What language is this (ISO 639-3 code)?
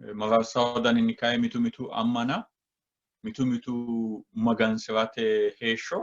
sid